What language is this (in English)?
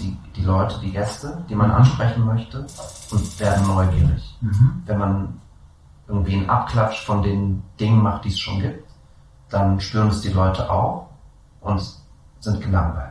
German